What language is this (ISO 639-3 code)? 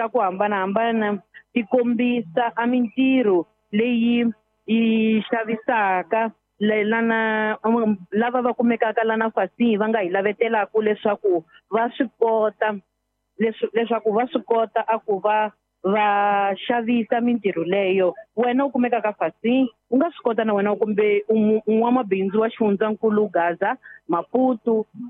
tso